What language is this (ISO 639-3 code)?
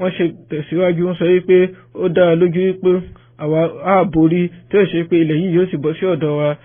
yor